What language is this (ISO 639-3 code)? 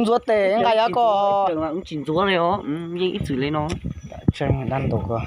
hmn